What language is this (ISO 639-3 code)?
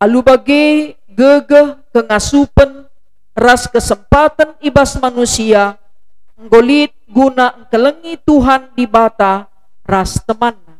btx